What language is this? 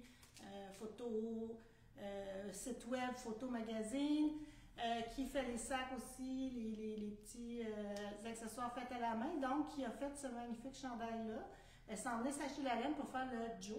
French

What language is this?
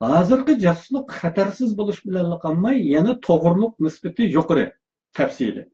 Uyghur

